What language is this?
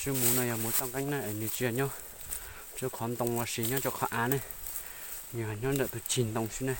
Hmong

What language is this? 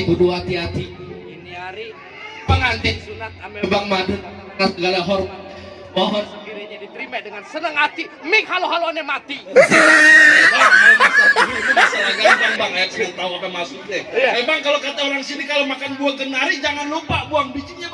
Betawi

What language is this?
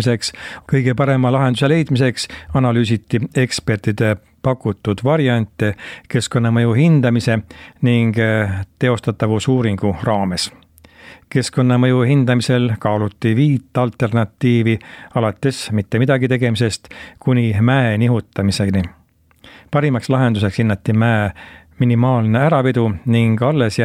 Estonian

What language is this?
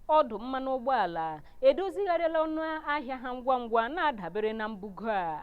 Igbo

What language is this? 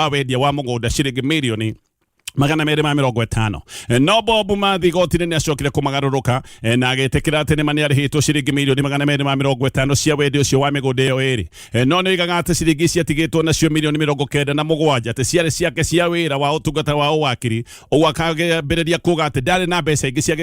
Kikuyu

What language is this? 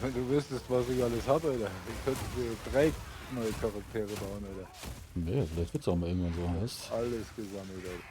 Bavarian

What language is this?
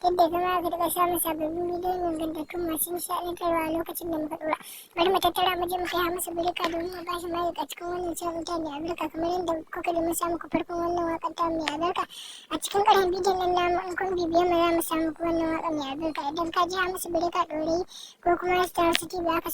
Hausa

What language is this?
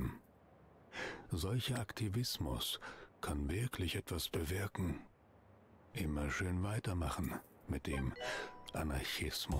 German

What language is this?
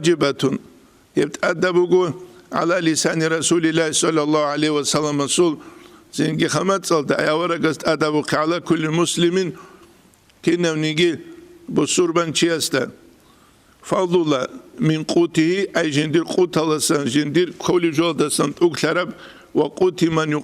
Avaric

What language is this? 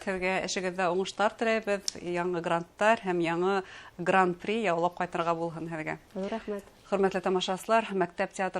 Bashkir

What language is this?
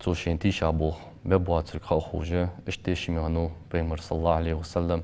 Ingush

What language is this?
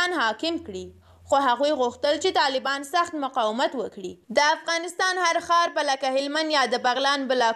Pashto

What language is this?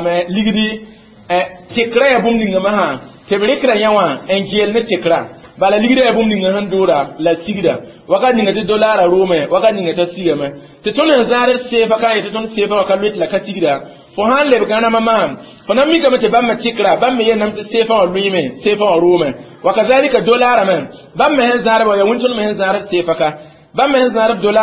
Mossi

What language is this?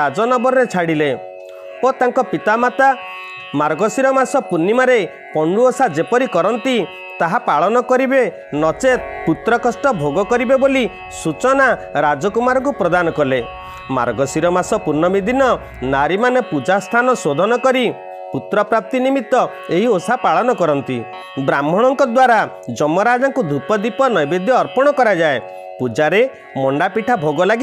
Odia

